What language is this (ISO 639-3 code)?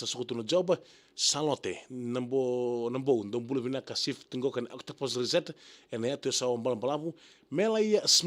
fij